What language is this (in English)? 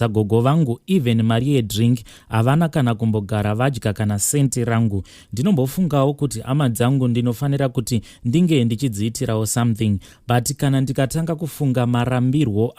Shona